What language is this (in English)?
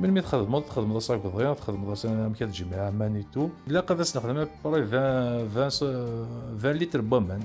Kabyle